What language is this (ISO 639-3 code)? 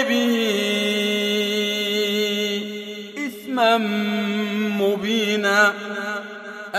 ara